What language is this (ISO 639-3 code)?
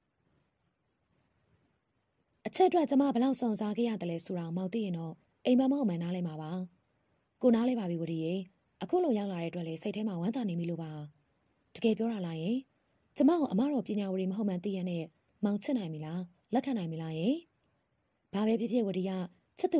mya